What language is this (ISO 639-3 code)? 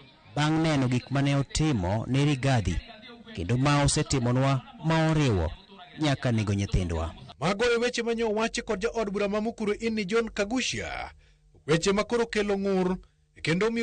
luo